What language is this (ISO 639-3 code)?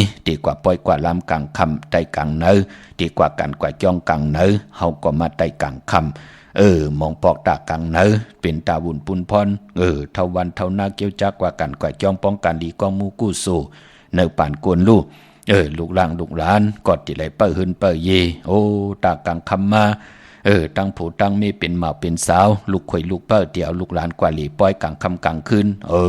shn